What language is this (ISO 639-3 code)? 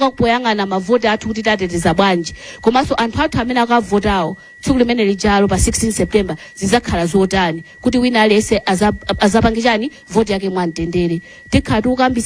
nya